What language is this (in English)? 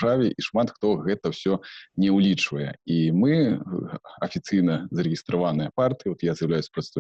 Belarusian